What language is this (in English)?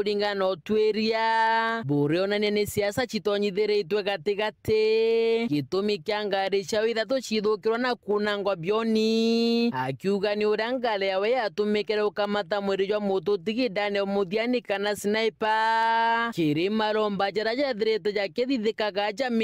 Meru